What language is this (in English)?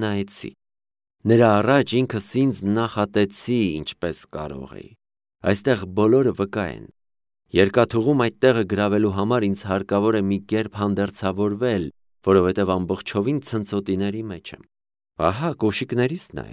Armenian